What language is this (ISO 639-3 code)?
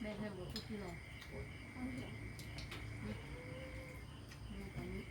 tts